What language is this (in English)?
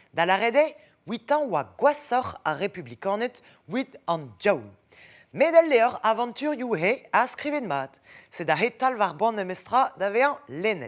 Breton